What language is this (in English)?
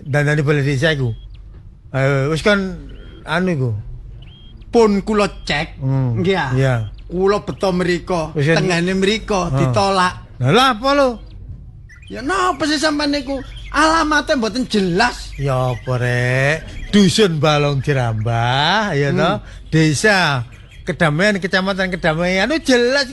Javanese